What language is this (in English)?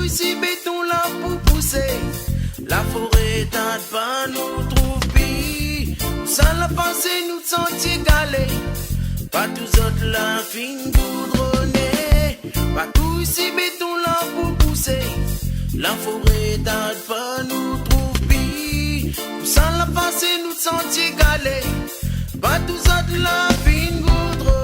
Réunion Creole French